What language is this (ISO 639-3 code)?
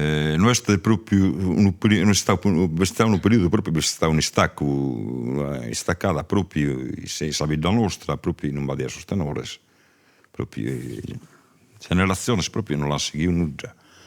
srd